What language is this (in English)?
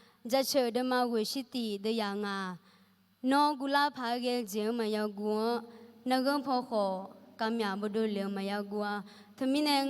Akha